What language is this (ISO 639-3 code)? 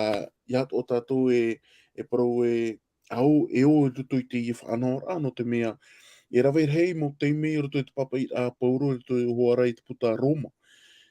tah